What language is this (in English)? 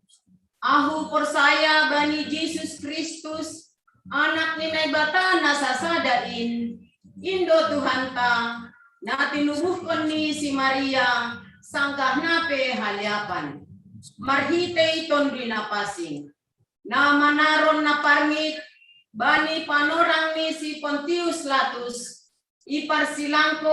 Batak Simalungun